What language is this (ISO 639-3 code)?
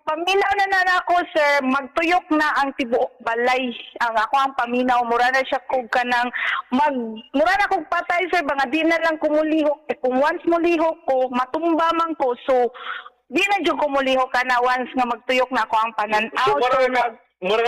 ceb